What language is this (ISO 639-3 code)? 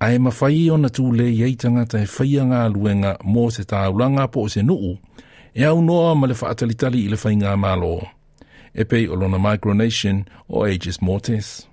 smo